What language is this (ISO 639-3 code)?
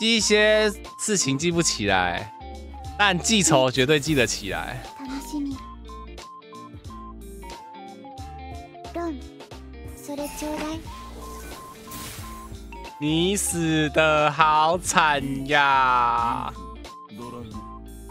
zho